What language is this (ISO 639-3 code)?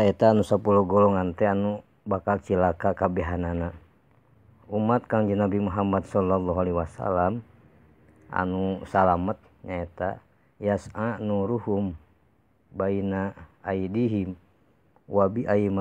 sun